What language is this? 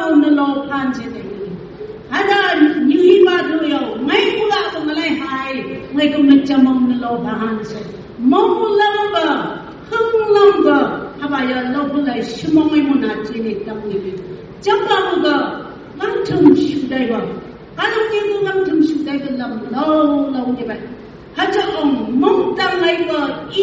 Phom Naga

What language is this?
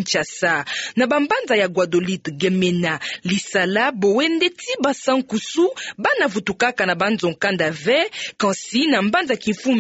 Kituba (Democratic Republic of Congo)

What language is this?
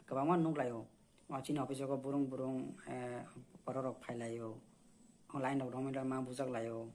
Kok Borok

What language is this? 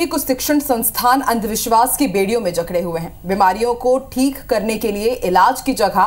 Hindi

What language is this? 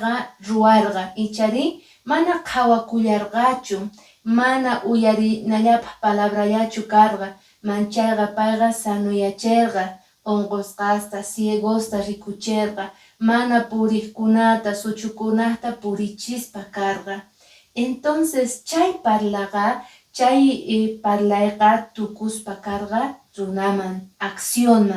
Quechua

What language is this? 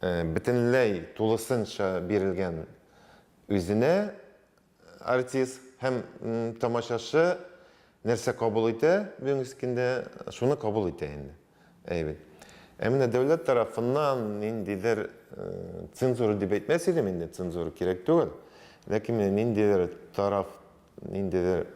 Tatar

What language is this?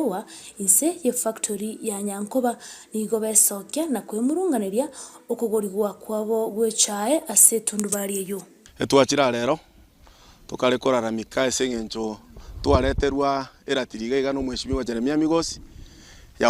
Gusii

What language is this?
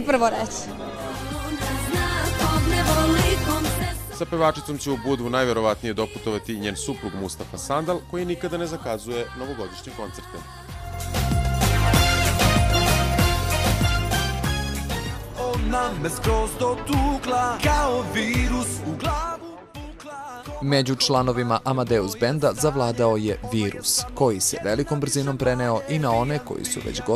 Serbian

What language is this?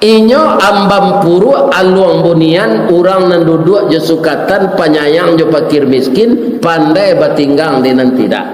Minangkabau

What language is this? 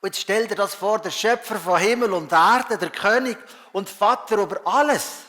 Swiss German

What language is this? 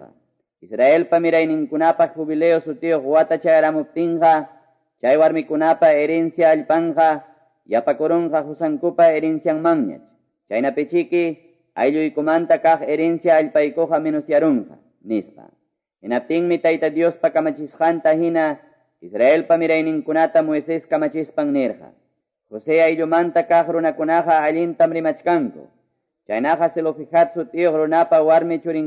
Quechua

